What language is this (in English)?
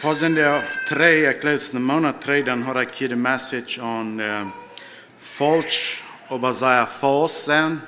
Plautdietsch